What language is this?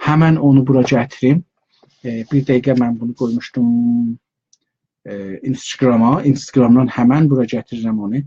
South Azerbaijani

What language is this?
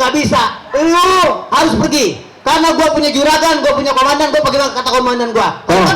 Betawi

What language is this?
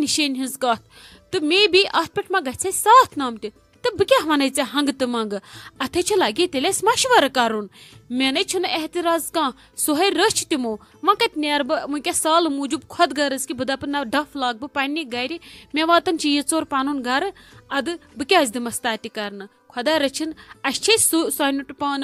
Kashmiri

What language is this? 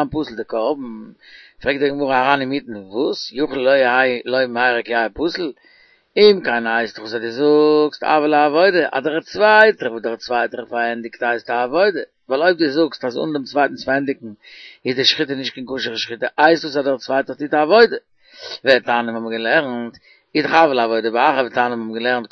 Yiddish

